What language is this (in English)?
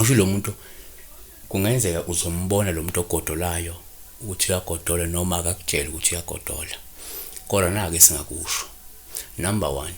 Zulu